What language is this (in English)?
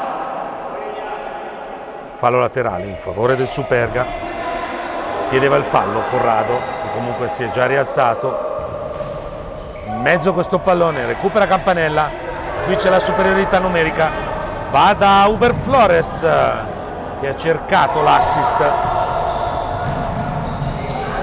Italian